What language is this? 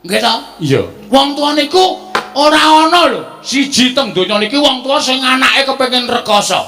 Javanese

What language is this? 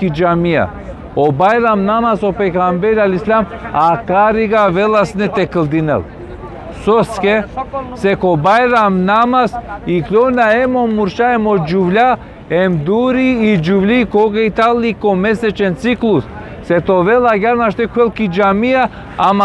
Balkan Romani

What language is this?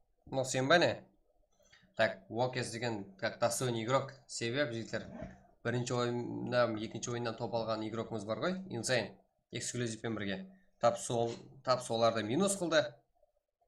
Kara-Kalpak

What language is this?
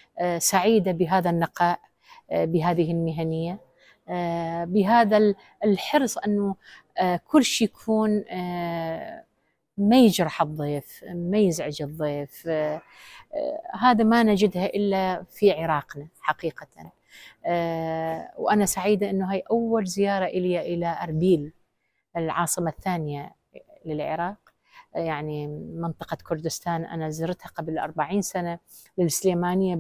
Mesopotamian Arabic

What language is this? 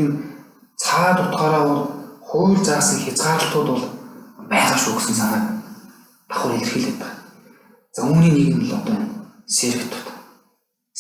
Mongolian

